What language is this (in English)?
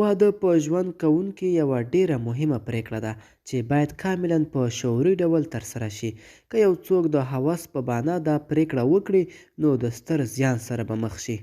Pashto